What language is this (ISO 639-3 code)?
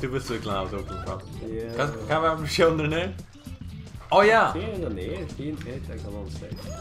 fao